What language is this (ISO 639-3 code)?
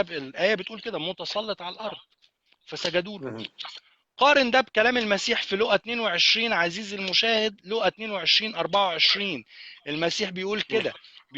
arz